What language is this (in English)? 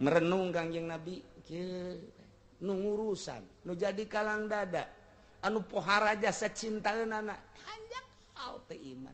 Sundanese